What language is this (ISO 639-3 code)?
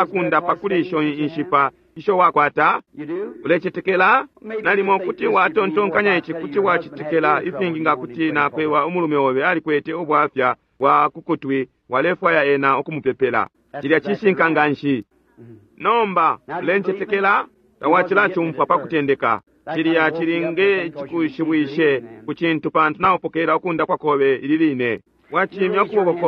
bem